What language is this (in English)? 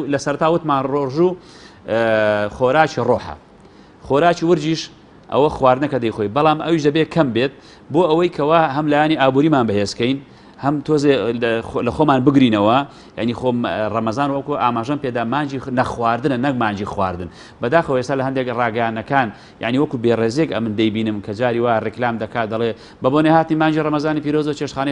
Central Kurdish